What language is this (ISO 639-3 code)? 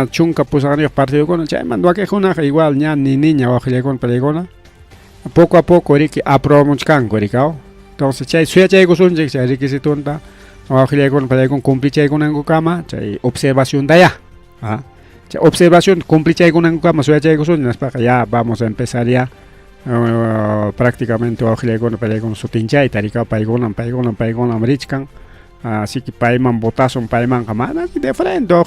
quy